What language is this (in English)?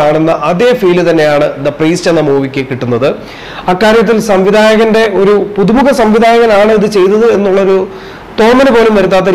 Malayalam